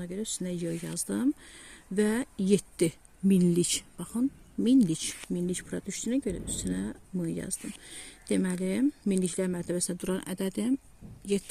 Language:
Azerbaijani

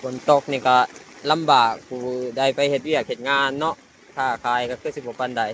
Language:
Lao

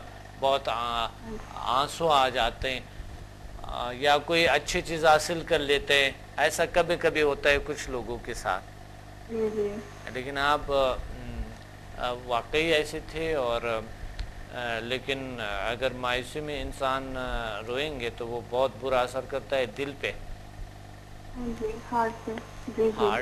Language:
Urdu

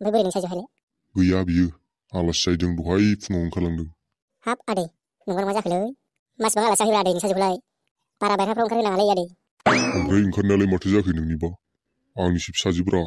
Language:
Bodo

